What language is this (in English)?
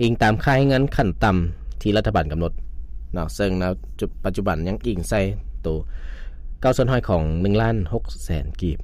Lao